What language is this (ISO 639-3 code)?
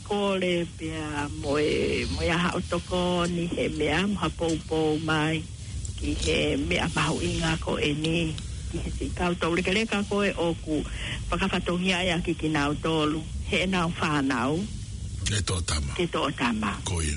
ton